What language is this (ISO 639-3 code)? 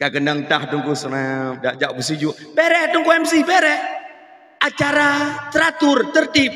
ace